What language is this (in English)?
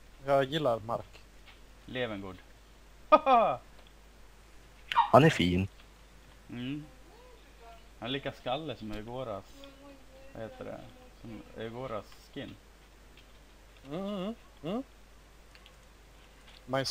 Swedish